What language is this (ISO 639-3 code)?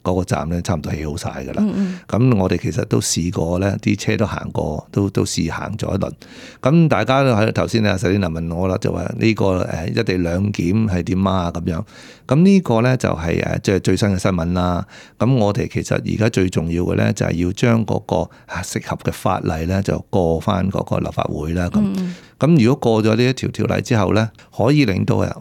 yue